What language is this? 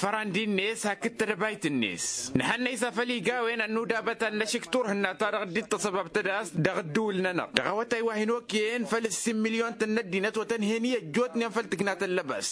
Tamasheq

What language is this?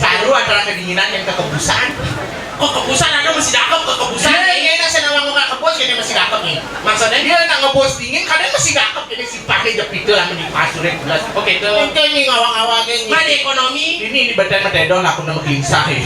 Balinese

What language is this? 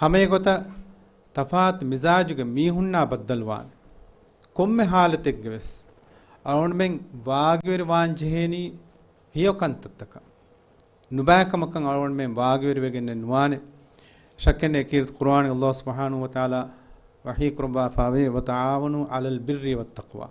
Divehi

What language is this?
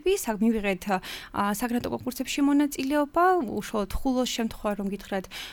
Georgian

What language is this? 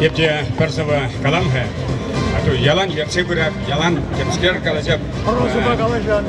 Chuvash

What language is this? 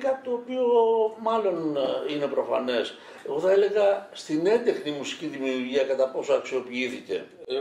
Greek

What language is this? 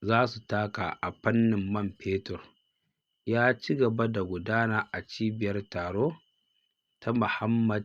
Hausa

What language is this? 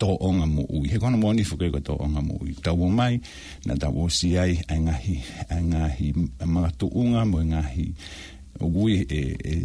Tongan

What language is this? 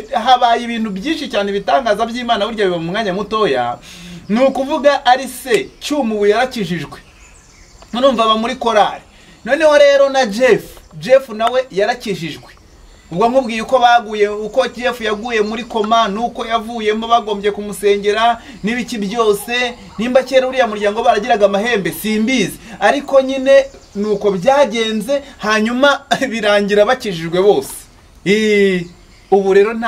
Kinyarwanda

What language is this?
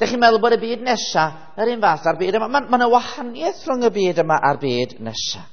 Welsh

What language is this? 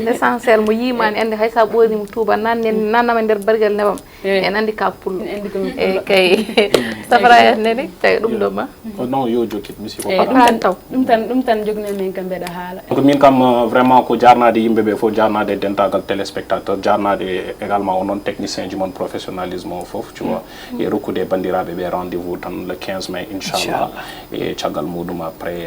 Fula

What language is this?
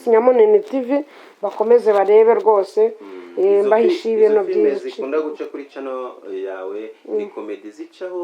Kinyarwanda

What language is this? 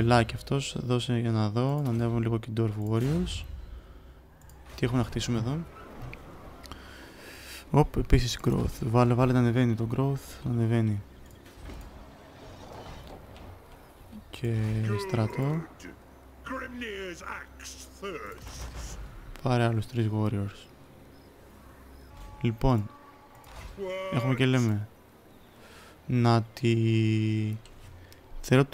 Greek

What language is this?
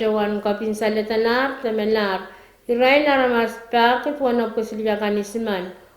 Pohnpeian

